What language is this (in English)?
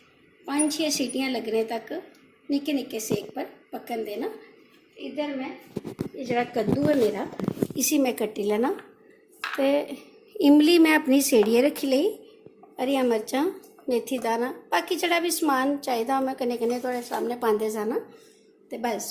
Dogri